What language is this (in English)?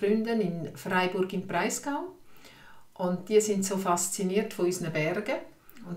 Swiss German